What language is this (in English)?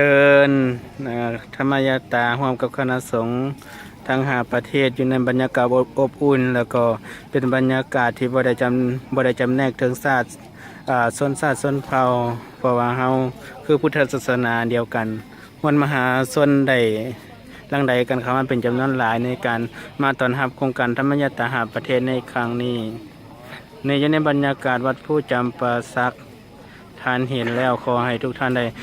Lao